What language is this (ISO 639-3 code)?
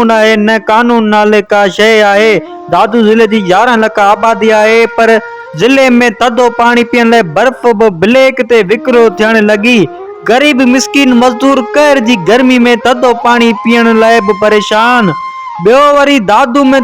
snd